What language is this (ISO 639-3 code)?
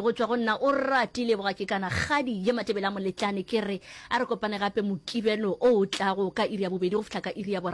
nso